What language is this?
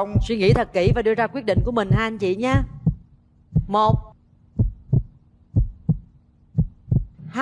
Vietnamese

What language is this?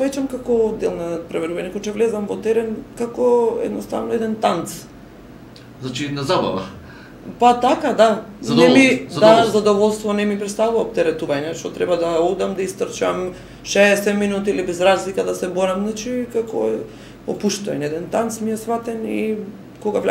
Macedonian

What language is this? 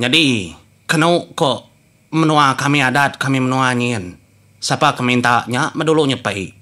Iban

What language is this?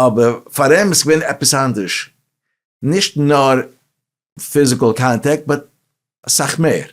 Yiddish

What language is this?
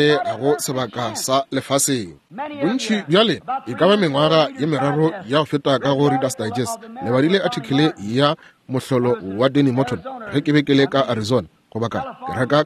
Northern Sotho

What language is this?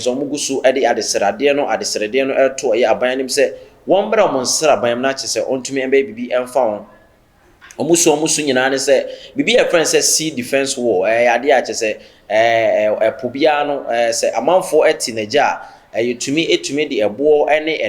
Akan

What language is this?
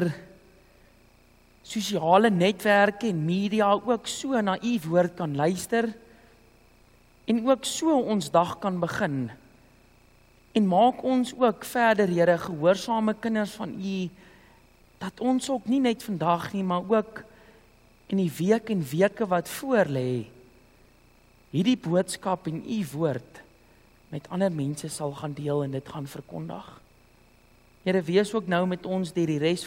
Afrikaans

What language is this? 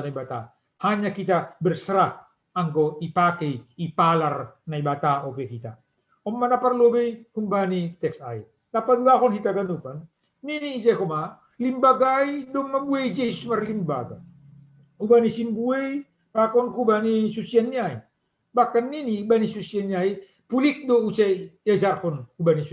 Batak Simalungun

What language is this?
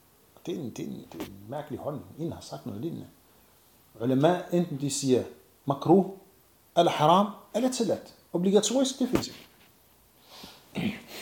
Danish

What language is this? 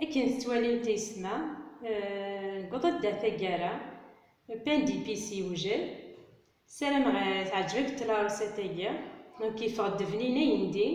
Kabyle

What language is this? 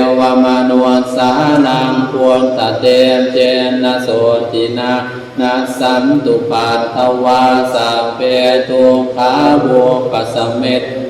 Pali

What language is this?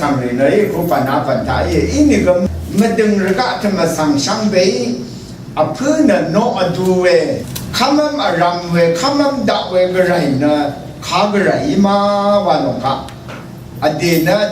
Rawang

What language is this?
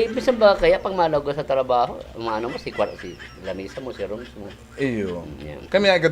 Bikol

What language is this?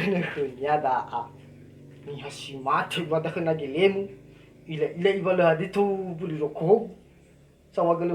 Nias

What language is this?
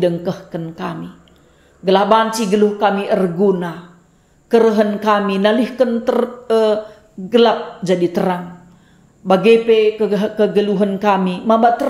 Batak Karo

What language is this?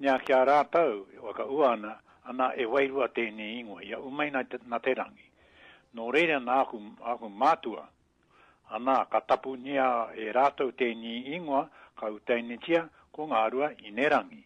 Māori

